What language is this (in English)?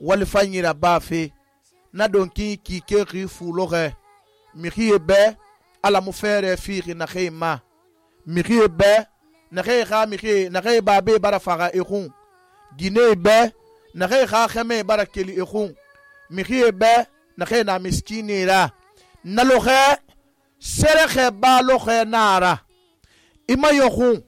Susu